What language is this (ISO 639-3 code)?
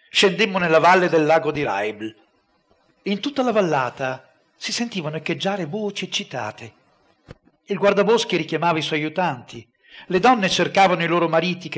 ita